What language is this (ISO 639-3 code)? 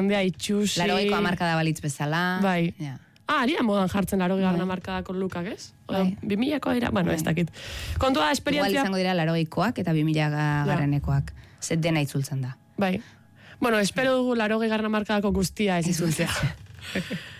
eus